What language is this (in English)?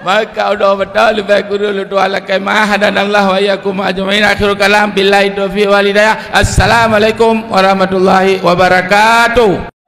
Achinese